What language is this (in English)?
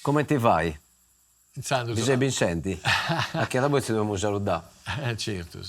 Sardinian